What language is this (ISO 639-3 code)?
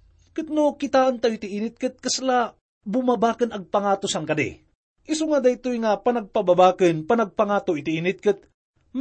ilo